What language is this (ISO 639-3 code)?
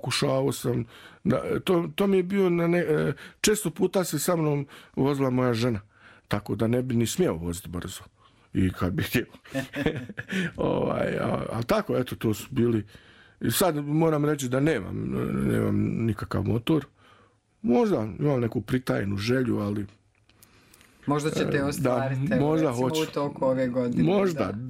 hrv